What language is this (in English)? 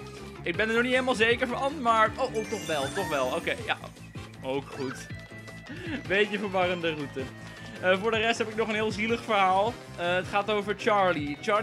Dutch